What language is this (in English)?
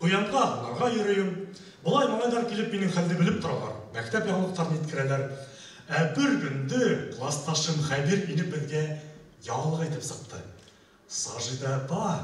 Bashkir